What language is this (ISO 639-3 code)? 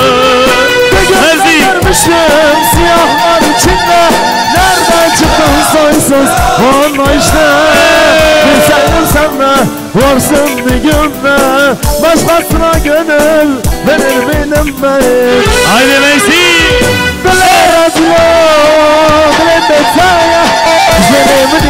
tur